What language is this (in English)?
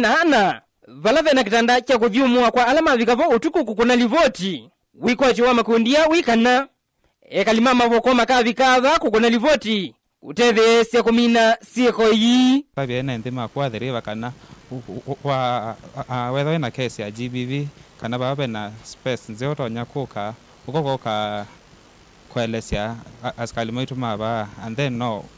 Kamba